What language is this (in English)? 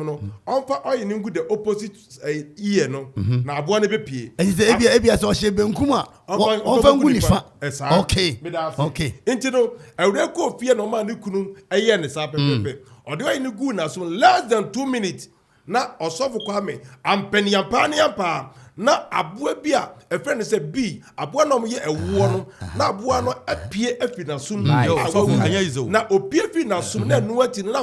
Akan